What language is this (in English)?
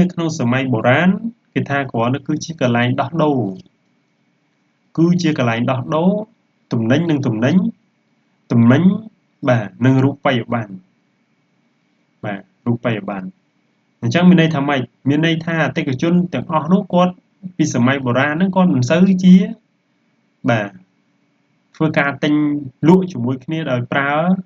Khmer